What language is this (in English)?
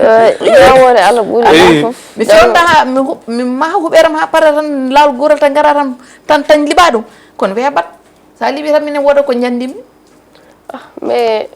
Fula